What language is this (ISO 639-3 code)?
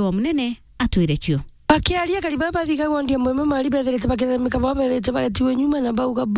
mer